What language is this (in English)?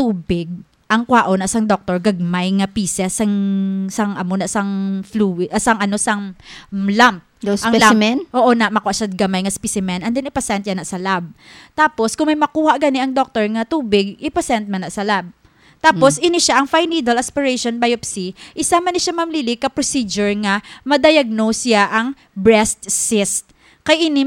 Hiligaynon